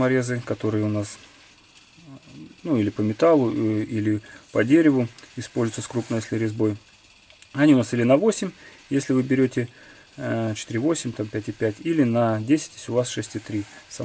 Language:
Russian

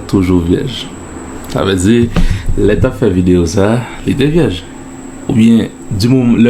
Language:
Haitian Creole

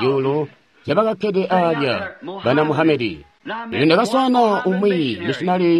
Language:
Tonga (Zambia)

